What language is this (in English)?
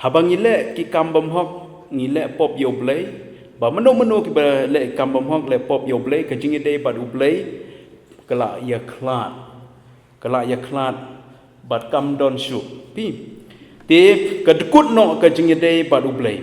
Khasi